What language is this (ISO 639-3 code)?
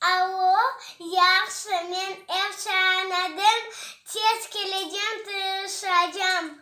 crh